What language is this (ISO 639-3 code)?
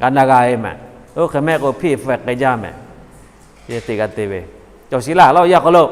lhu